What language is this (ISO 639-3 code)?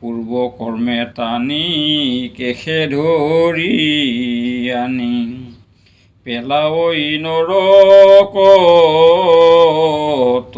asm